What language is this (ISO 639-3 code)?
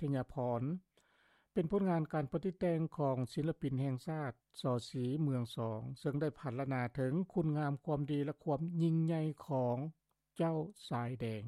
lao